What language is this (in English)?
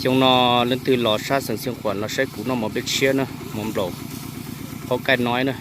Hmong